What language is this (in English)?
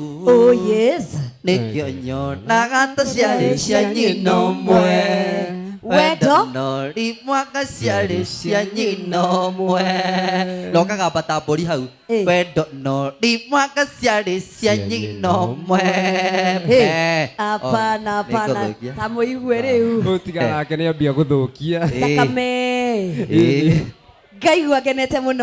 Kikuyu